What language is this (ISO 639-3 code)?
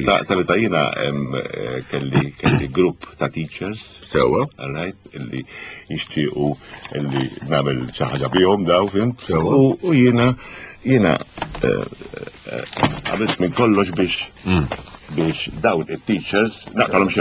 mlt